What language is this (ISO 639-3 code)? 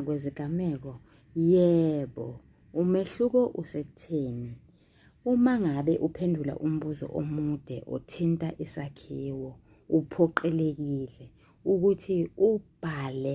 zul